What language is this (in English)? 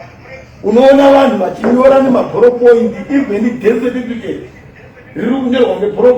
Shona